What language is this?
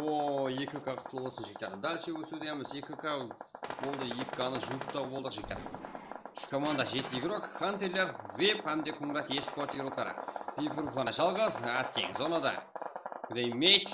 Kara-Kalpak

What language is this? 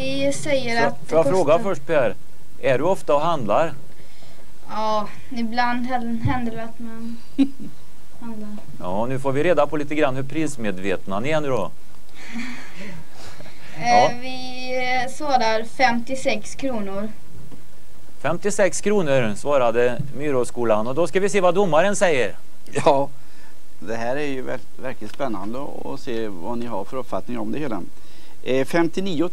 Swedish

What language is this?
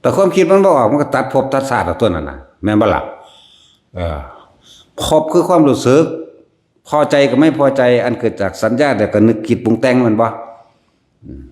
Lao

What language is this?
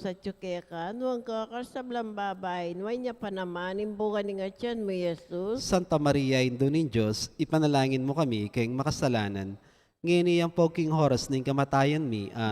Pampanga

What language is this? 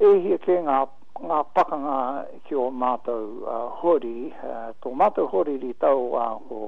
Māori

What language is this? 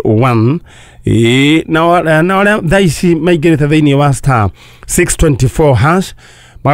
Kikuyu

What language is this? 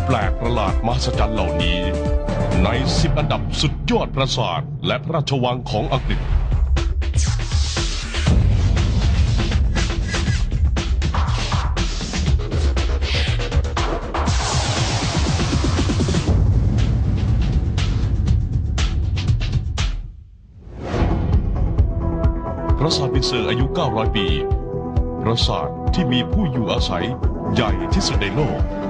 Thai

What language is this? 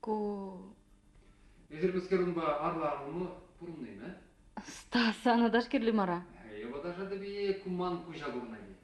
Chuvash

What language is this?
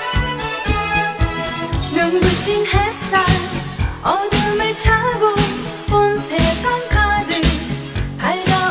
Korean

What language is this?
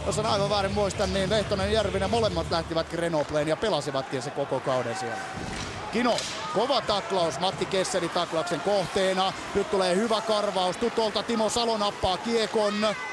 Finnish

